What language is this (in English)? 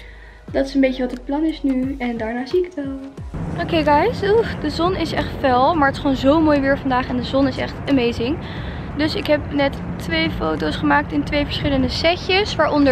Dutch